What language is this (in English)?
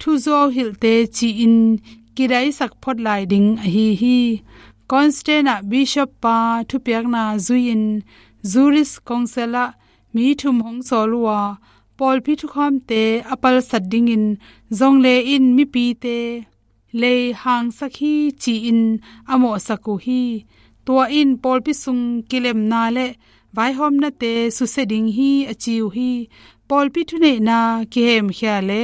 Tedim Chin